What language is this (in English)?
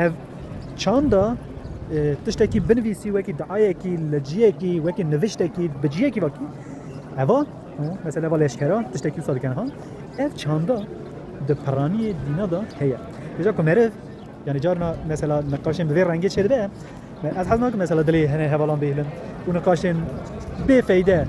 Kurdish